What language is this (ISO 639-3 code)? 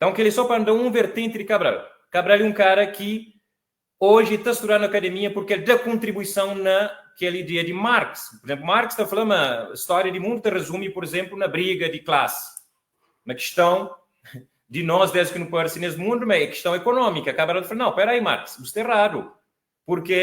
kea